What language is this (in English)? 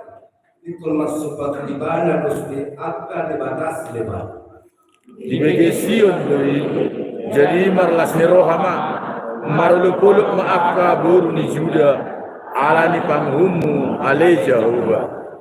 Batak Toba